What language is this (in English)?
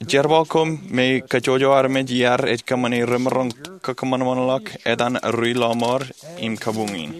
Marshallese